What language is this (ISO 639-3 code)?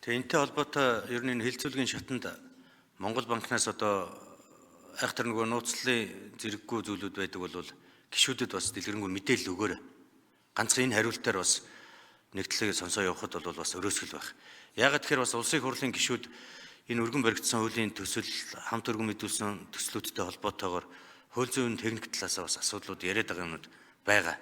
mon